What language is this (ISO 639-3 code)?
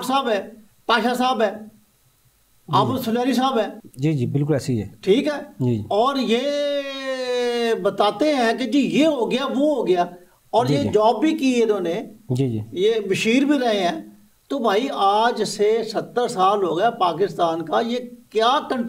urd